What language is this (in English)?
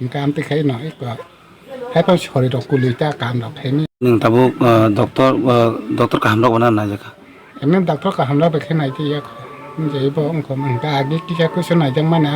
Kok Borok